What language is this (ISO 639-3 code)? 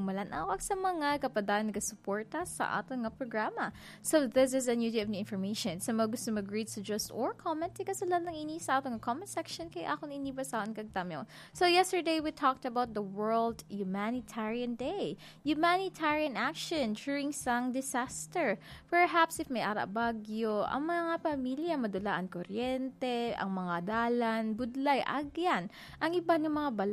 hil